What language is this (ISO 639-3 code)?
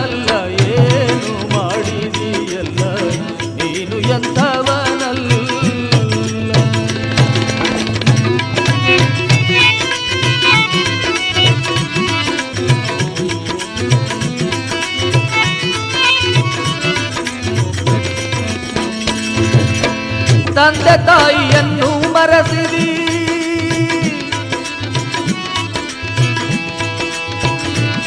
kan